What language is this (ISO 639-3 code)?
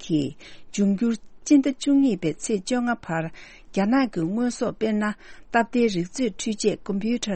bod